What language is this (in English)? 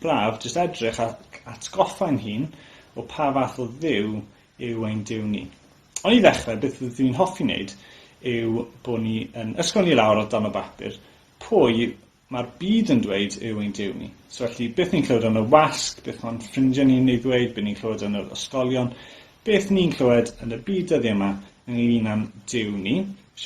Welsh